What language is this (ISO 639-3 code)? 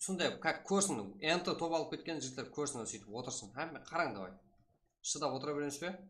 kaa